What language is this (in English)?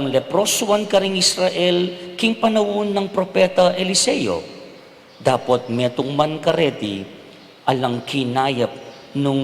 Pampanga